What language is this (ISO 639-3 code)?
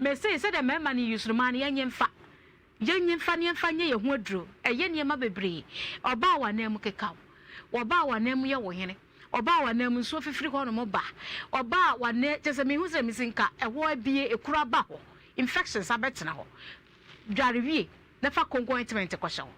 aka